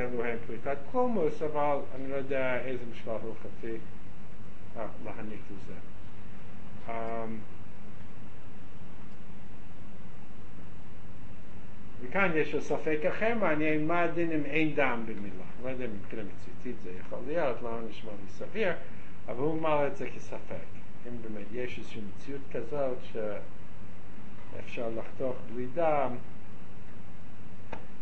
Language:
Hebrew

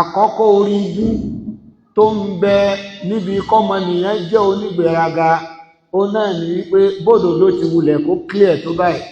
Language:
Yoruba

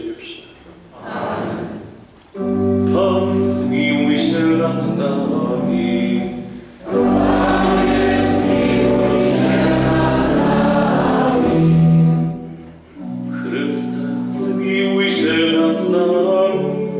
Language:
Polish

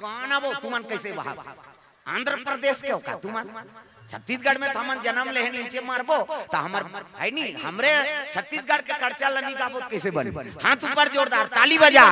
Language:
Chhattisgarhi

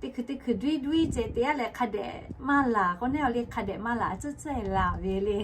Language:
Lahu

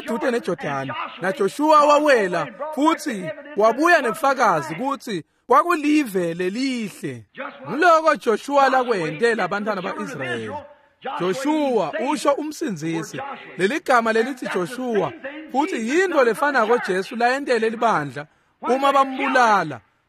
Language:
Swati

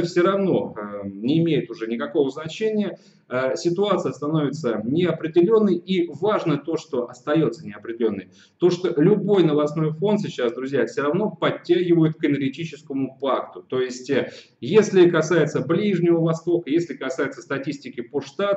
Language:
Russian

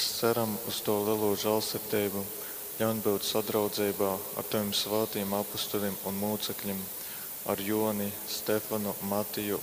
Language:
Latgalian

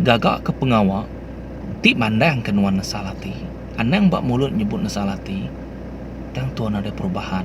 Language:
Iban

